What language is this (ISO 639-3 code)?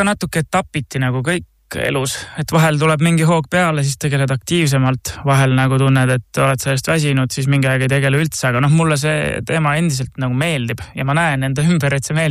est